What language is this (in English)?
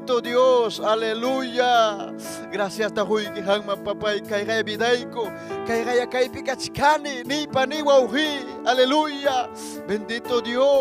Ayacucho Quechua